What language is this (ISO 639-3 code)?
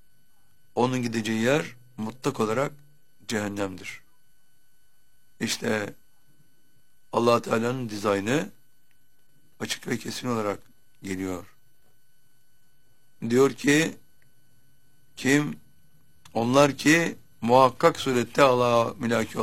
tur